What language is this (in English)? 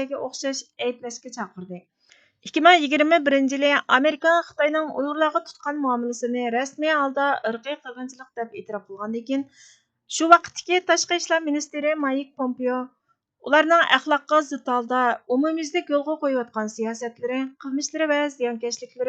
Uyghur